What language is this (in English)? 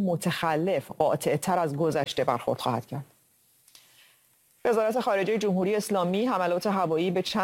Persian